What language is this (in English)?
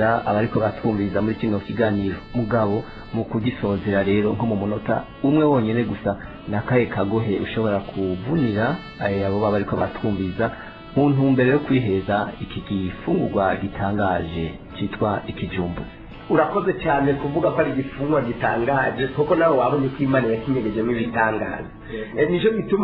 Rundi